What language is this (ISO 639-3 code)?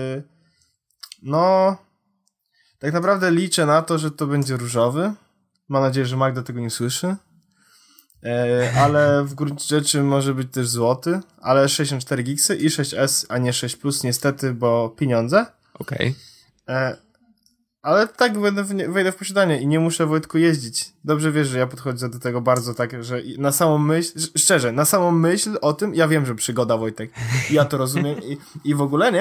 pol